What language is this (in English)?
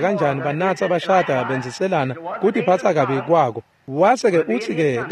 Swati